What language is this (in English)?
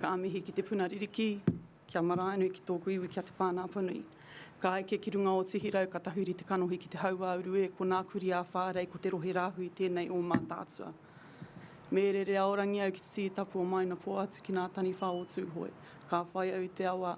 Māori